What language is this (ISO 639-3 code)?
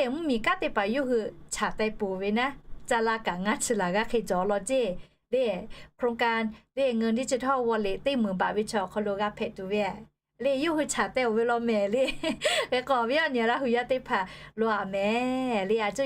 lhu